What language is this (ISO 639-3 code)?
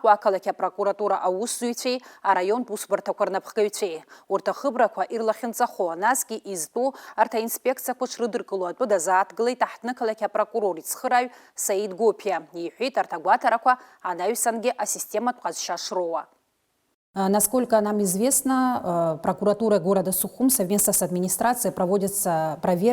abk